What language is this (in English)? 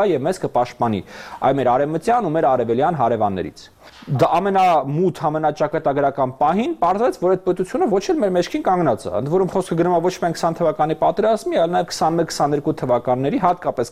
Armenian